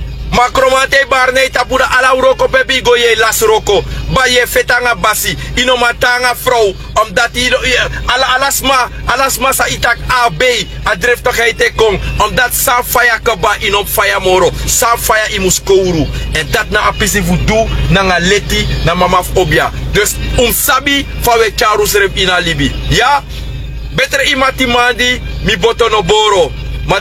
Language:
Sranan Tongo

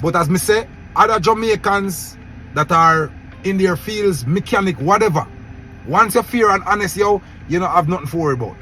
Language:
Jamaican Creole English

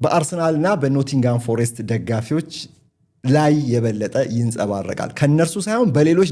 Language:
Amharic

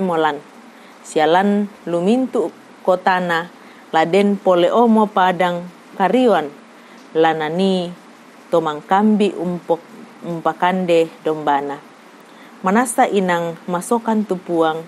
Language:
Toraja-Sa'dan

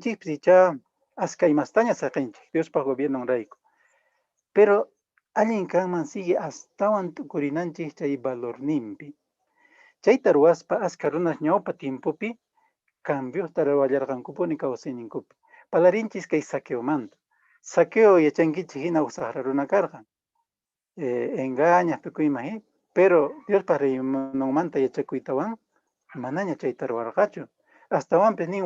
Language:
Quechua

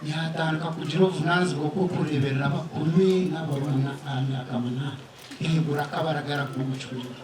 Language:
Nyankole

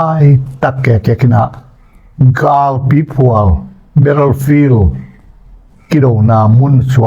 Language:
Tedim Chin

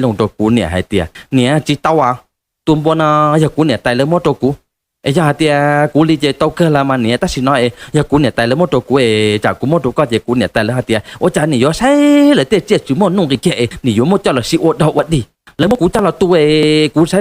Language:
Hmong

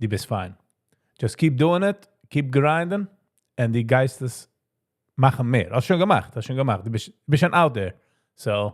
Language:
Yiddish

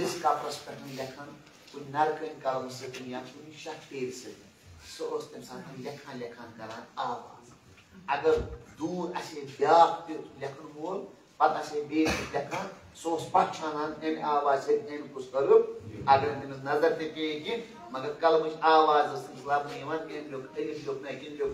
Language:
Kashmiri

